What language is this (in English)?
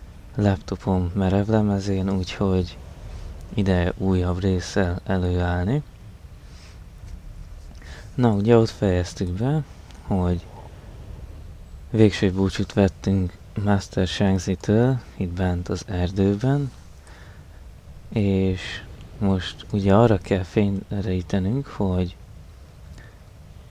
Hungarian